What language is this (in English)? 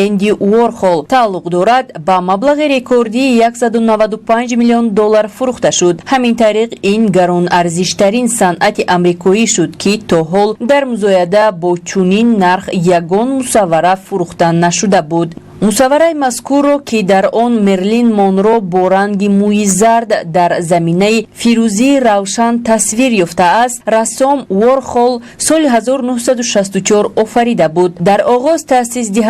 Tajik